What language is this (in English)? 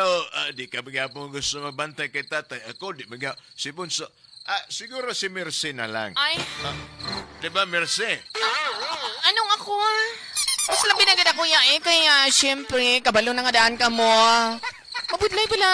Hiligaynon